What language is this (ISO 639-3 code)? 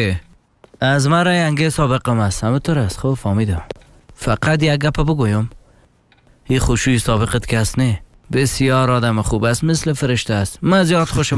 fas